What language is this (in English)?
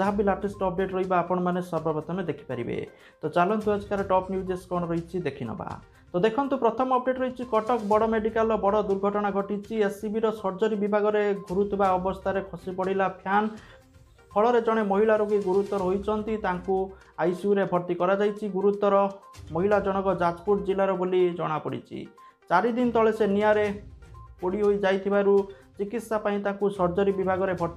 Odia